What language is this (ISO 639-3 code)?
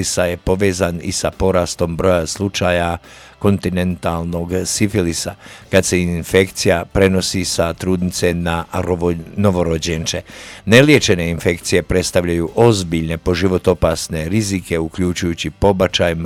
hrv